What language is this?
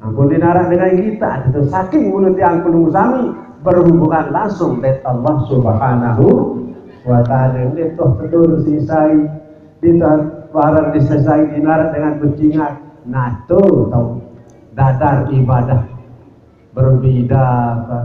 Sasak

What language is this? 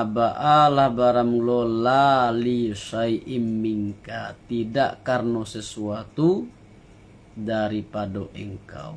Minangkabau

